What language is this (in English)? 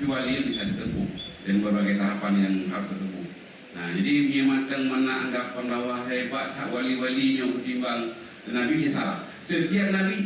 Achinese